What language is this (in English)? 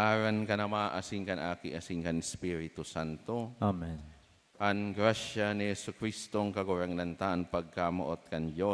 Bikol